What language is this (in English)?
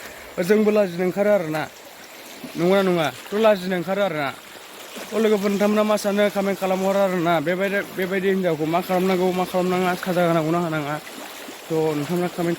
Bodo